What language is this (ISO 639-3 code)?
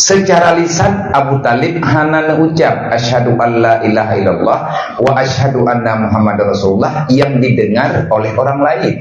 ace